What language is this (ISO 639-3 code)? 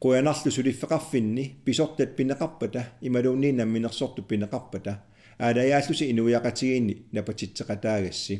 kal